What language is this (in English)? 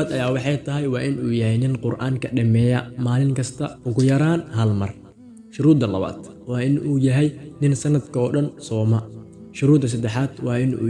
Somali